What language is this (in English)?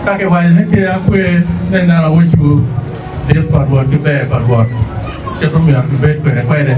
Acoli